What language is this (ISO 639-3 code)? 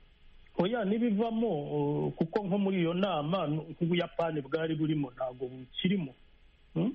kin